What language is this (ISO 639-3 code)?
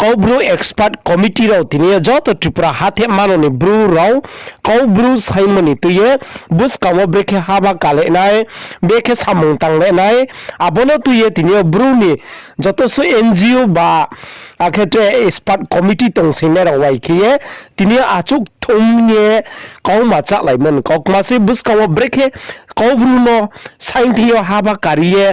ria